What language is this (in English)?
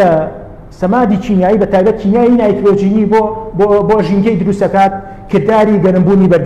Central Kurdish